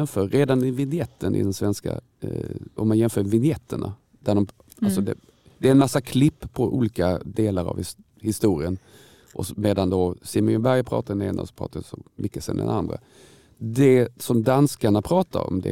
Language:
Swedish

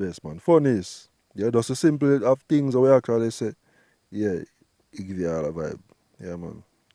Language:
Jamaican Creole English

